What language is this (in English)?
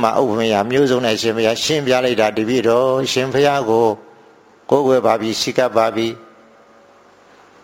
Burmese